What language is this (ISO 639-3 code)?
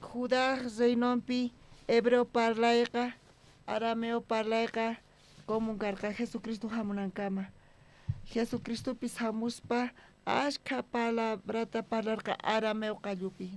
quh